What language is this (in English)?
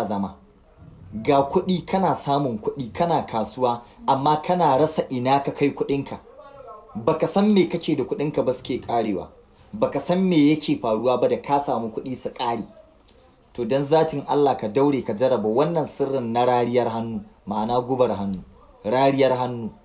Hausa